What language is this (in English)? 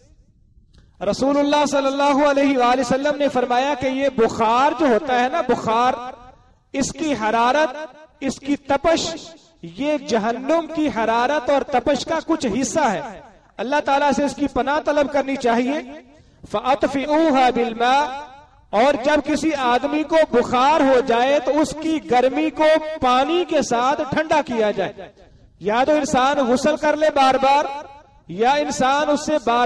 Urdu